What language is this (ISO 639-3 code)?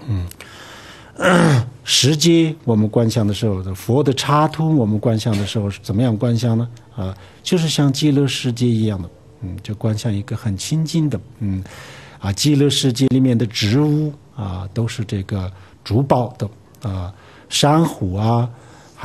zho